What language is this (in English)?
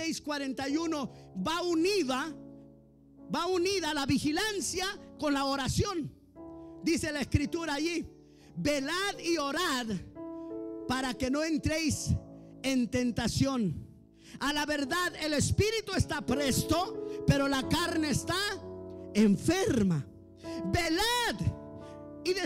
Spanish